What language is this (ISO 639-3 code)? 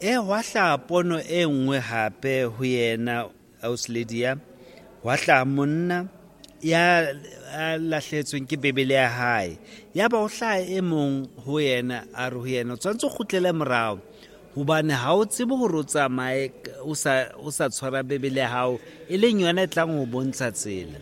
sot